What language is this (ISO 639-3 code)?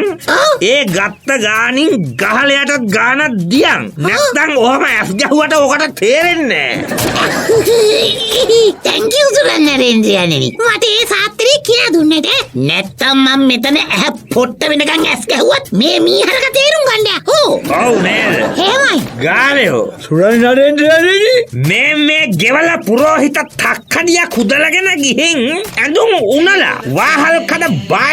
sin